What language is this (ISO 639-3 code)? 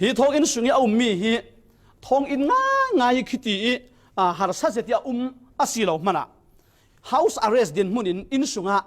cfm